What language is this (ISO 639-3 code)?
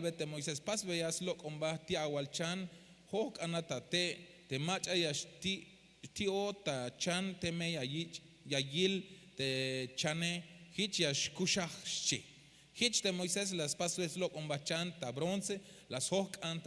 tzh